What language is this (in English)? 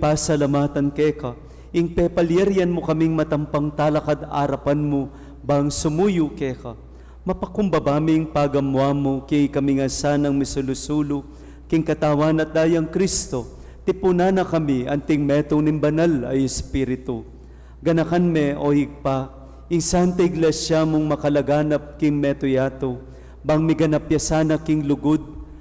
Pampanga